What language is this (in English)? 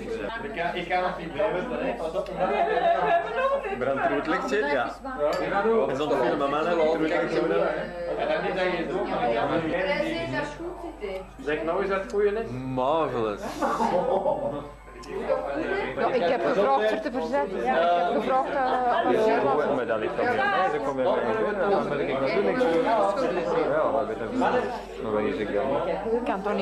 Dutch